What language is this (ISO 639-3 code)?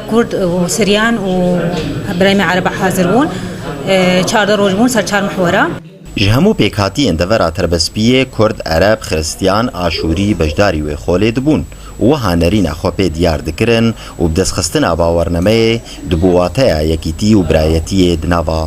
kur